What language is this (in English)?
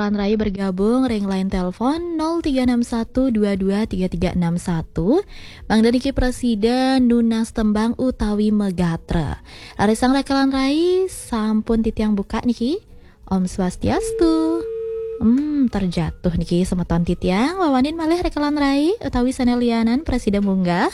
Balinese